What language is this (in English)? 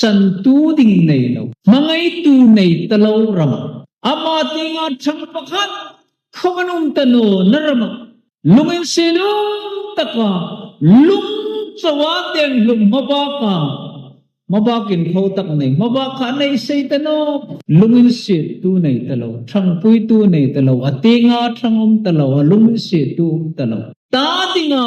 Hmar